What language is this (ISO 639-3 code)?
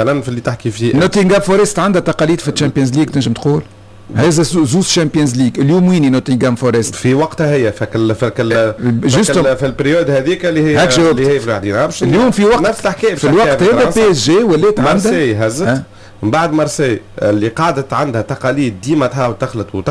aeb